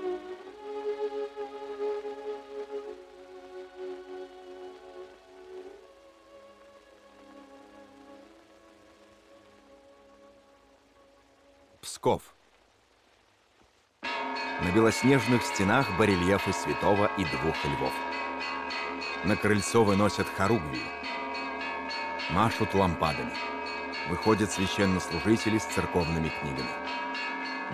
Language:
Russian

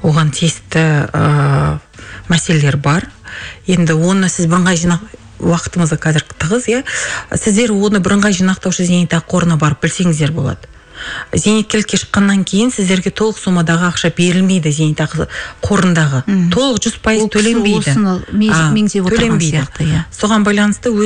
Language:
Kazakh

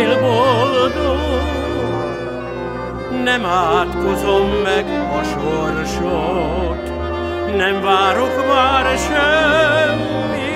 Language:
Hungarian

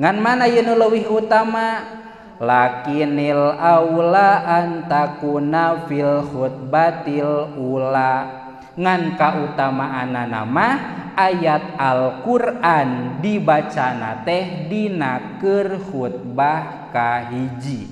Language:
Sundanese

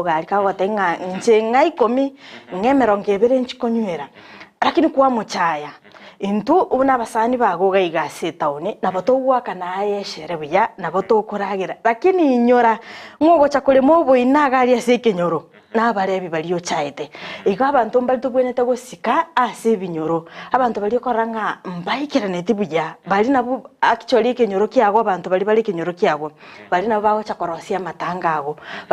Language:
Gusii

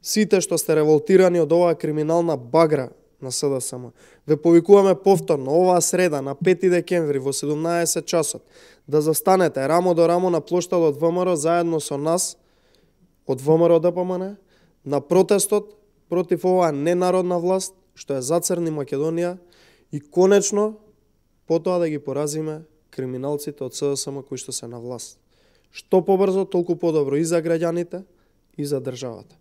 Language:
Macedonian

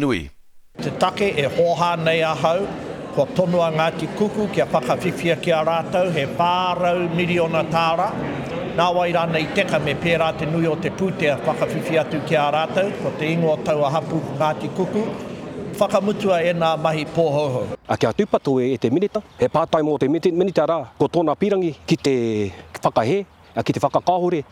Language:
Māori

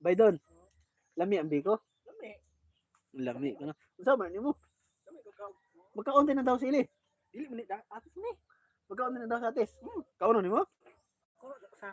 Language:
Cebuano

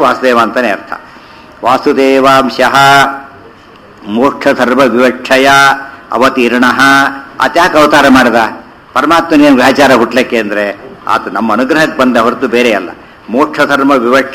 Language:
Kannada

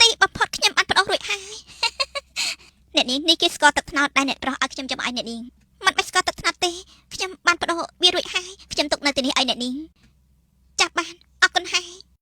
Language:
Khmer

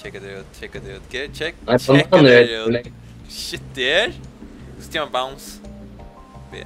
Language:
Faroese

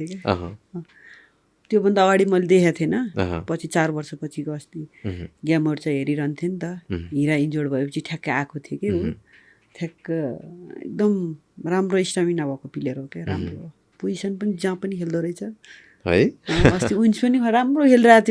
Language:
Nepali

